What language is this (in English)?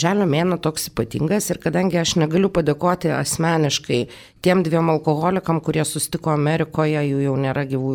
Lithuanian